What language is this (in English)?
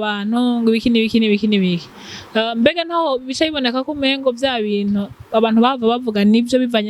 Rundi